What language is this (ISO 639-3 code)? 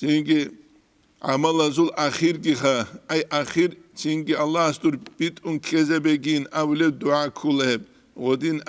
ava